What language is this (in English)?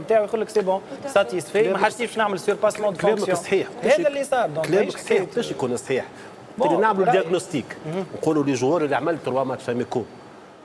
Tunisian Arabic